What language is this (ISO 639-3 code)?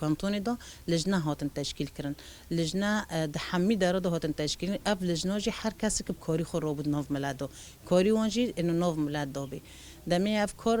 kur